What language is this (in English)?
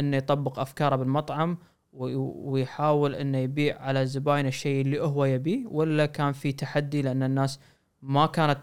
Gulf Arabic